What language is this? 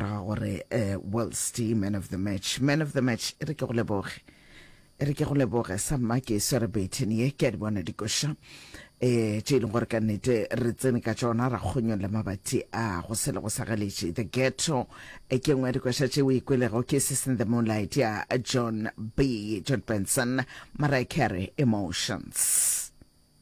Northern Sotho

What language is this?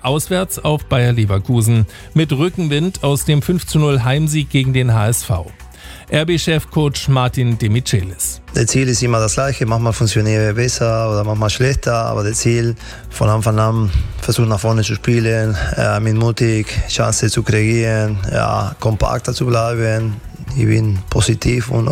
German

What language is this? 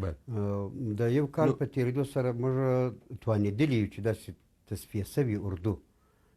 Pashto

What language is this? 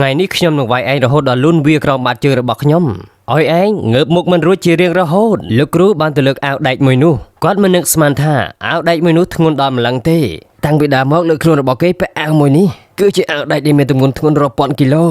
Khmer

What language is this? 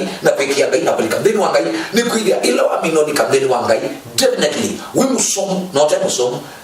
Kamba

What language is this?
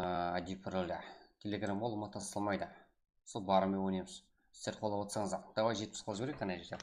Kara-Kalpak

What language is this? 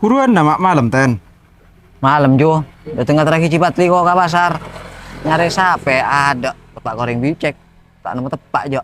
Madurese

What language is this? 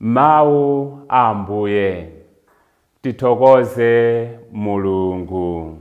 Nyanja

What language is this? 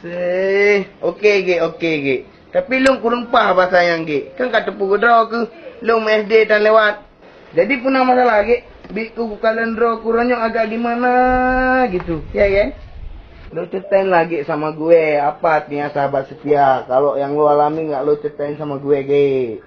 Achinese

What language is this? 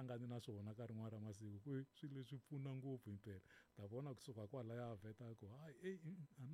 Tsonga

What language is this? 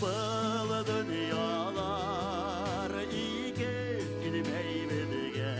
Bashkir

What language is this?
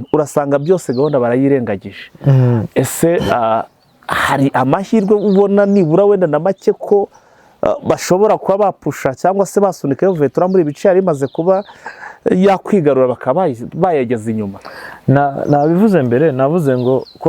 Kinyarwanda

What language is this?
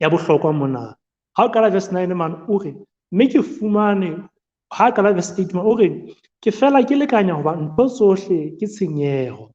Southern Sotho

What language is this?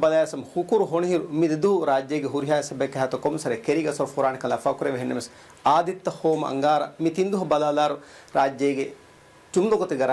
Divehi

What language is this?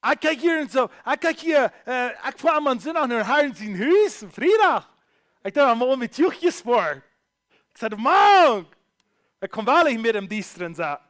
Plautdietsch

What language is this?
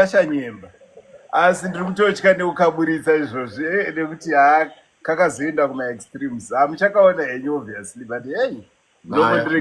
Shona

